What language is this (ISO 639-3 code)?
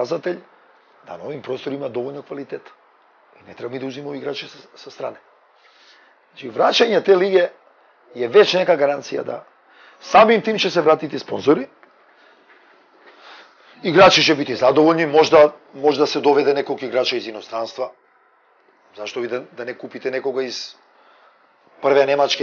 srp